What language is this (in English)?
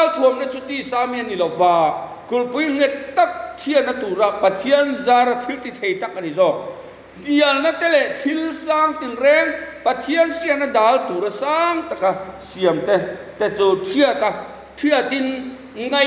Mizo